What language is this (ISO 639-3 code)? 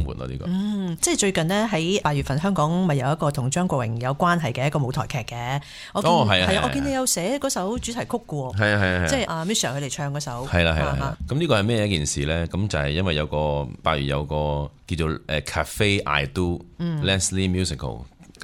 yue